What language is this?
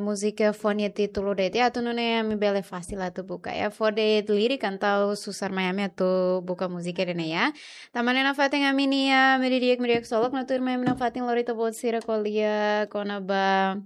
Tetum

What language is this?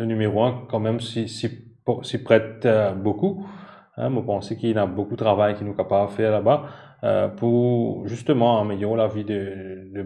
Morisyen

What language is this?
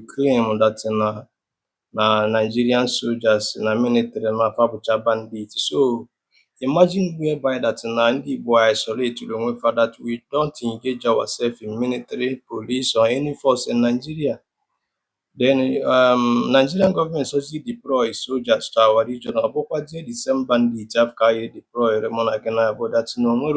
Igbo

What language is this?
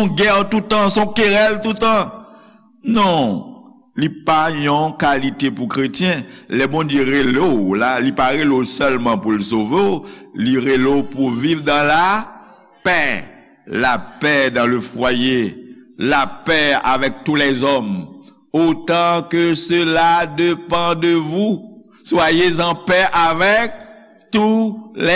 Haitian Creole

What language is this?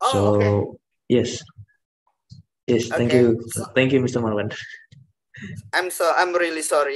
Indonesian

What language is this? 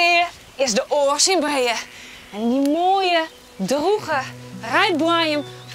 Western Frisian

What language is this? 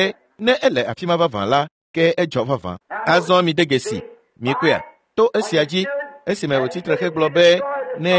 Ewe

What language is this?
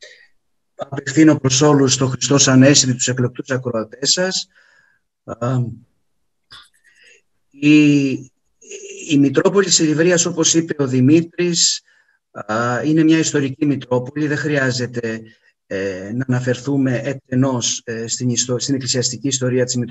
Greek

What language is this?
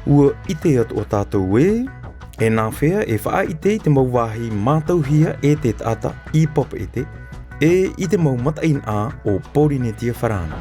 Tahitian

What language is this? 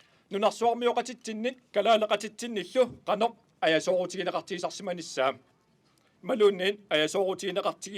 Kalaallisut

